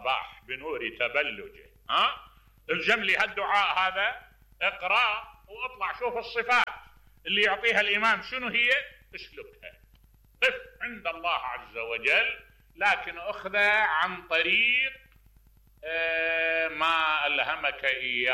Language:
Mesopotamian Arabic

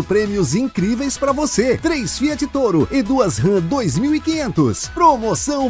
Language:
Portuguese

